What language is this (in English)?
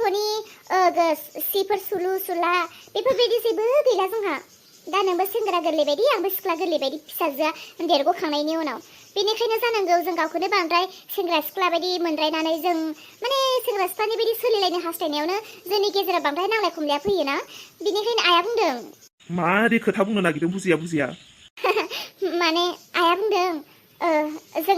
Bodo